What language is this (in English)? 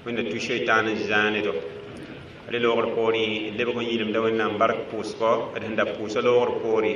Mossi